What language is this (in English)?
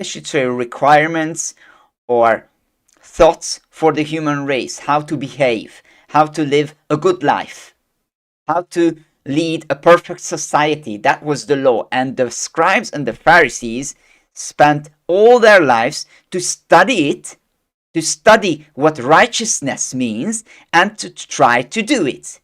English